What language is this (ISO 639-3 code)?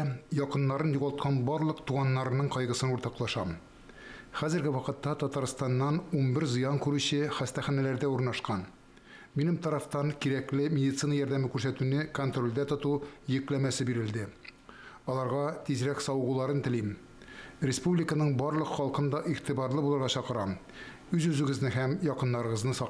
tat